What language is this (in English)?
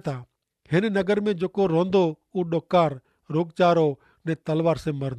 Kachhi